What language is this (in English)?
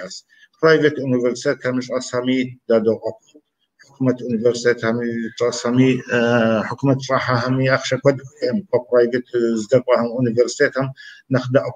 Kabardian